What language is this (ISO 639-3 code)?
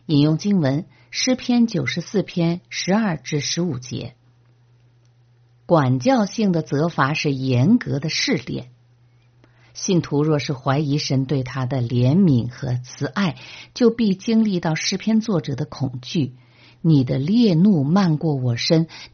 zho